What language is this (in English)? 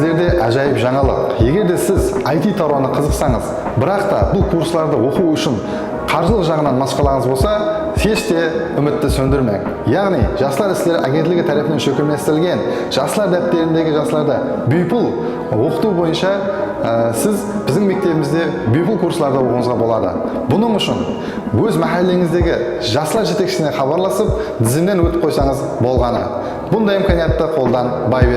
Kara-Kalpak